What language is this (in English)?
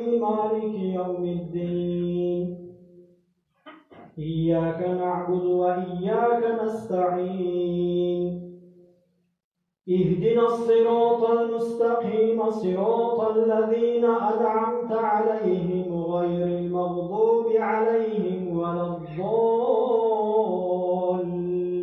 Arabic